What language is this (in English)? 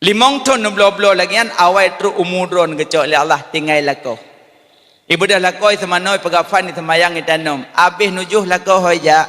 Achinese